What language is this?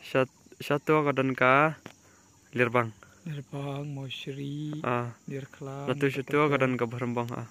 Khasi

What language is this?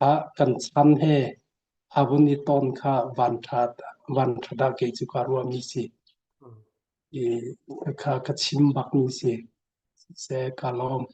Hakha Chin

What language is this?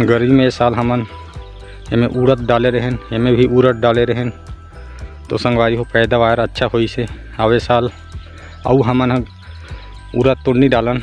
Chhattisgarhi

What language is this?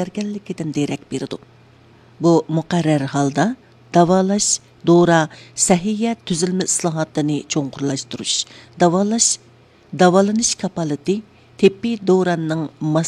Uyghur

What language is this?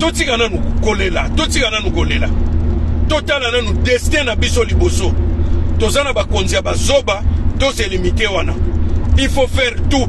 Lingala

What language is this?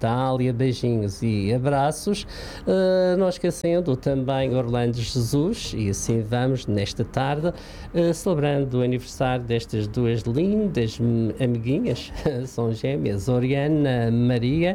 Portuguese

